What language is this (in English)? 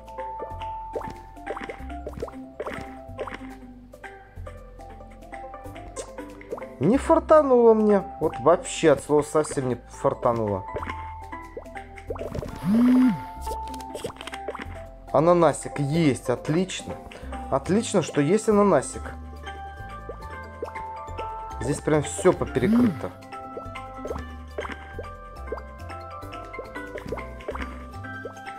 Russian